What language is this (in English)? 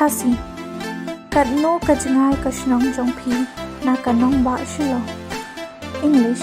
Khasi